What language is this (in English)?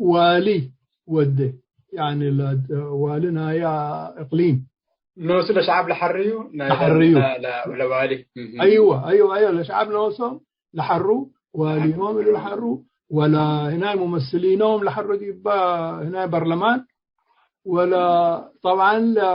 Tigre